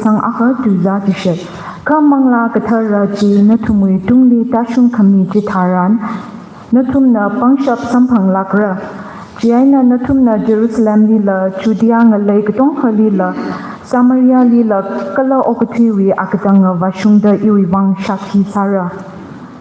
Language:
Tangkhul Naga (India)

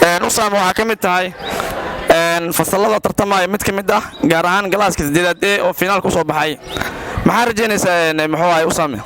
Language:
Somali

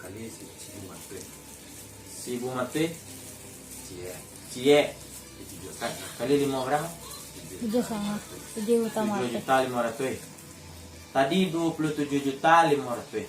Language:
Minangkabau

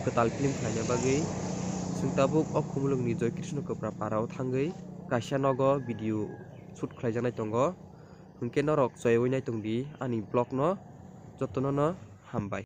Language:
Kok Borok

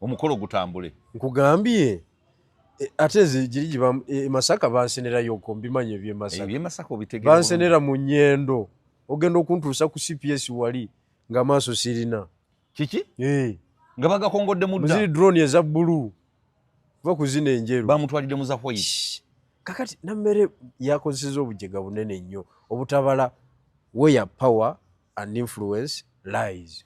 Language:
Ganda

